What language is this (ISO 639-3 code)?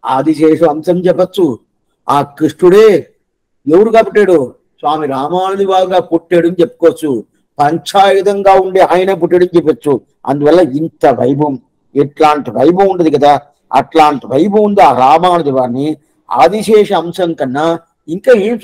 tel